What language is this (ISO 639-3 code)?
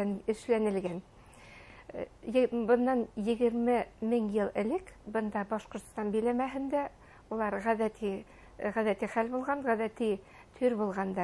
bak